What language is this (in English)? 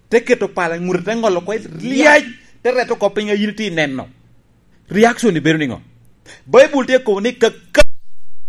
Lango (Uganda)